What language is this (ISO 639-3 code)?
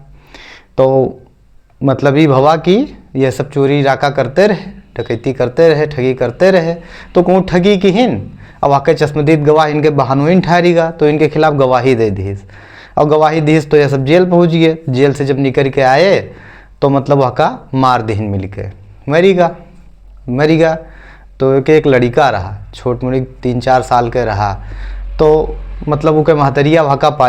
awa